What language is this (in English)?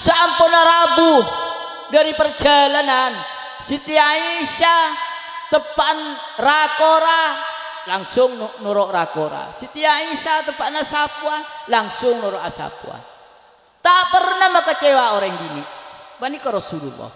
Madurese